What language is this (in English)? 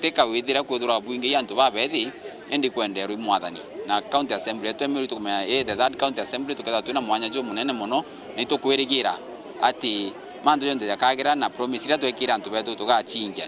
Meru